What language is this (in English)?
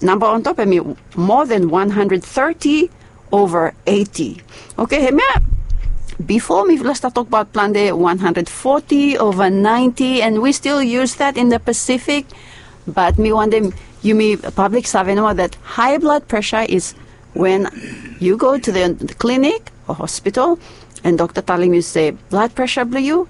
Bislama